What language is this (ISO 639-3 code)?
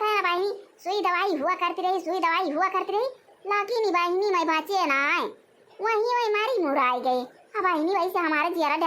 awa